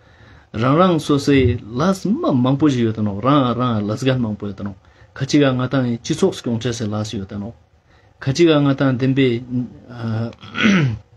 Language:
Ladakhi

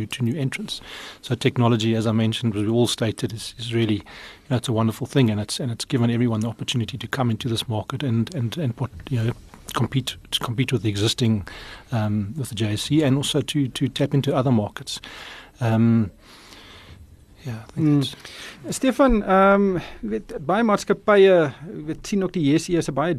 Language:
Afrikaans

